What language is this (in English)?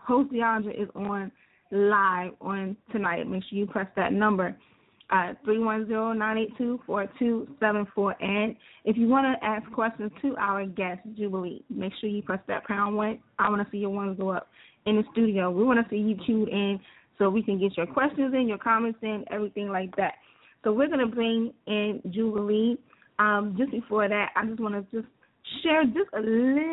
English